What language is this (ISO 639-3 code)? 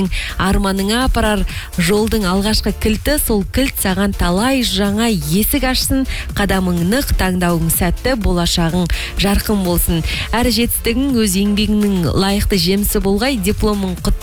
kaz